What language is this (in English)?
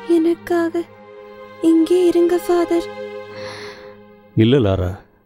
Tamil